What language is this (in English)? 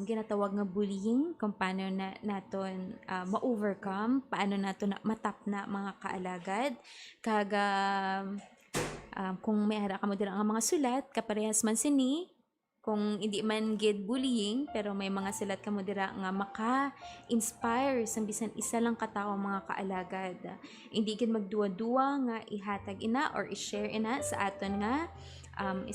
Hiligaynon